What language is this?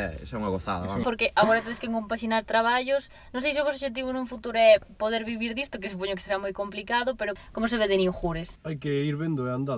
Galician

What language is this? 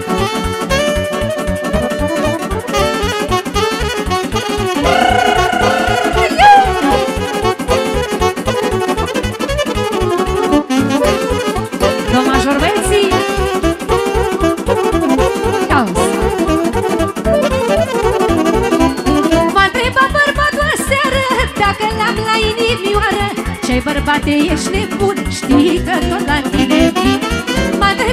Romanian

